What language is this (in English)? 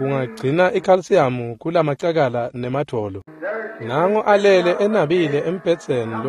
Swati